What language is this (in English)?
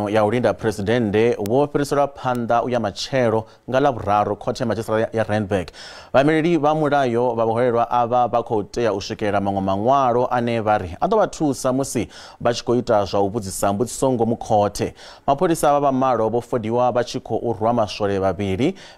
Venda